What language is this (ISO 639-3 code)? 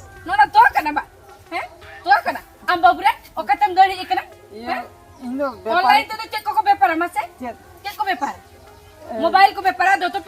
sat